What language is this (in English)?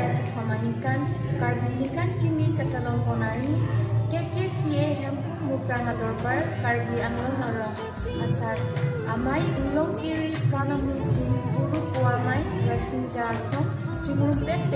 Karbi